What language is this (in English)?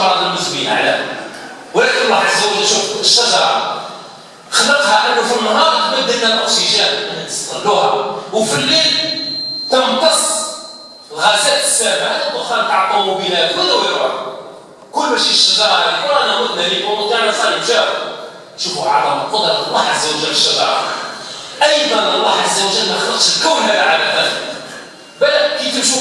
Algerian Arabic